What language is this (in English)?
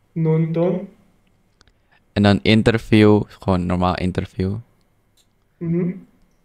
Dutch